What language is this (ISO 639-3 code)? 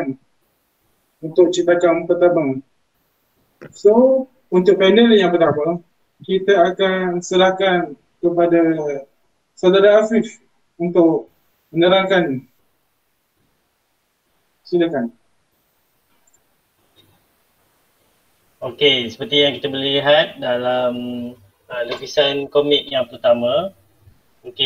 msa